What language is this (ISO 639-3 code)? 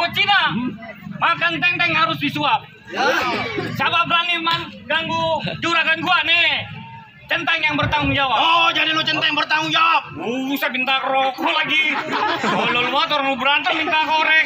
bew